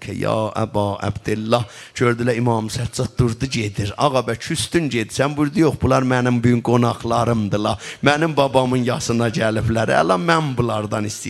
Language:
South Azerbaijani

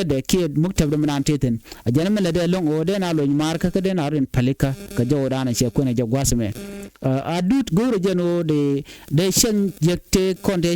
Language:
Nuer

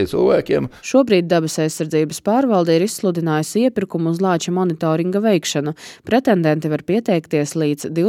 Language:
Latvian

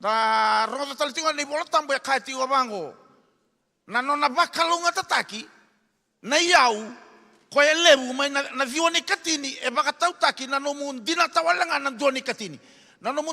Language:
Fijian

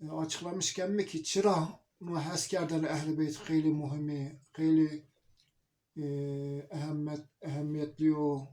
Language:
Zaza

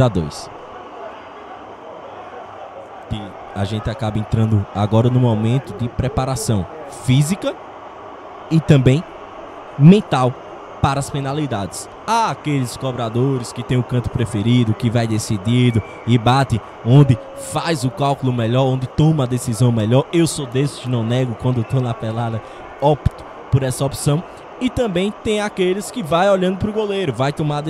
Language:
Portuguese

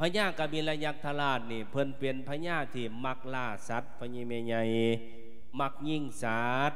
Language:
Lao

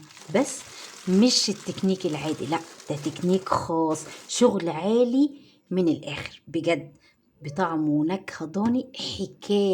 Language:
Egyptian Arabic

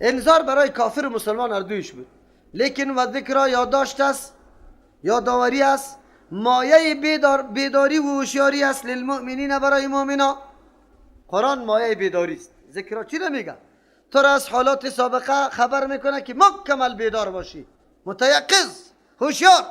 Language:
Persian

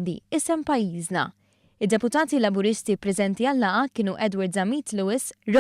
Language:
Maltese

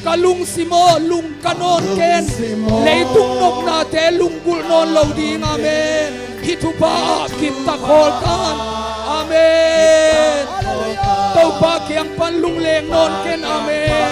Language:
Tedim Chin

